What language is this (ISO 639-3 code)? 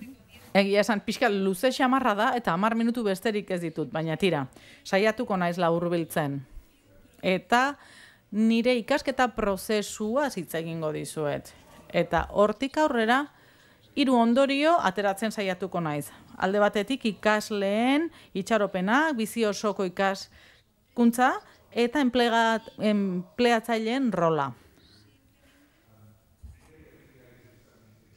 eus